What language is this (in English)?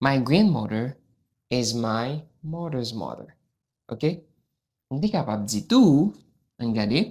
Haitian Creole